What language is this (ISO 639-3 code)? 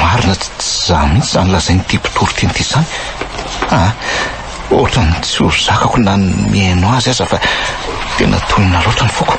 mlg